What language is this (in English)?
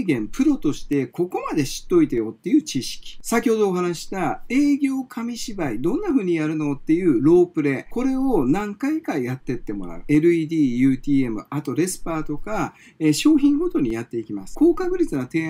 Japanese